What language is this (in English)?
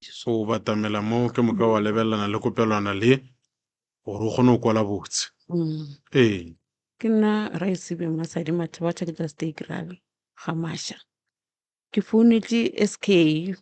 Northern Sotho